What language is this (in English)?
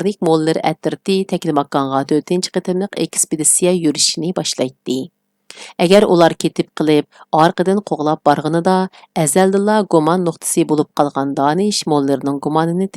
Uyghur